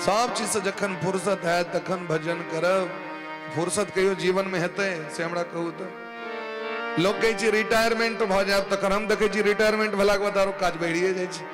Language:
Maithili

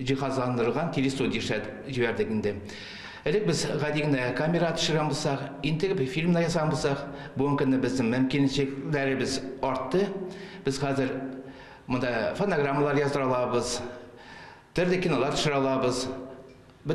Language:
Tatar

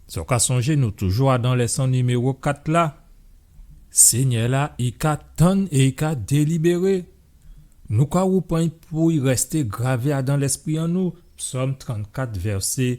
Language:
Guadeloupean Creole French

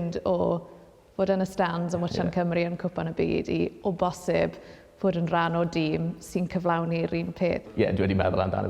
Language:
Welsh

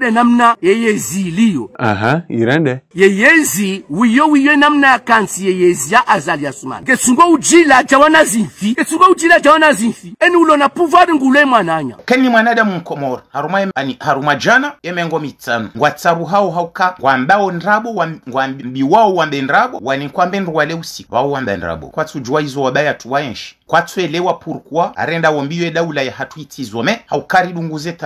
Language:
Ngazidja Comorian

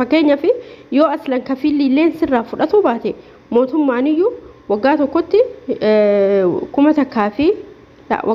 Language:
Oromo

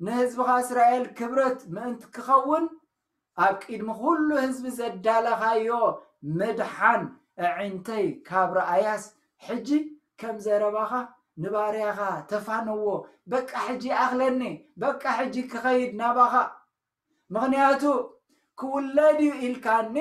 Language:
Tigrinya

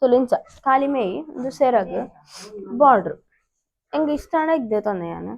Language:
Tulu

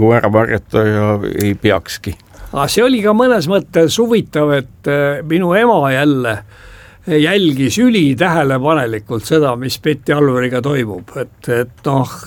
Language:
Estonian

